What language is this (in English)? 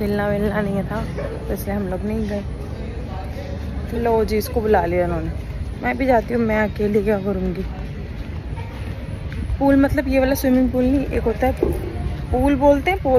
Hindi